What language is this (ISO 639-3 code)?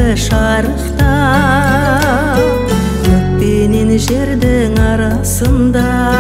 kaz